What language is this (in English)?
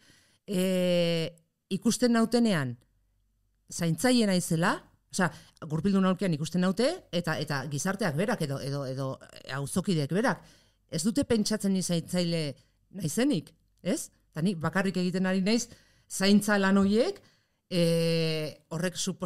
Basque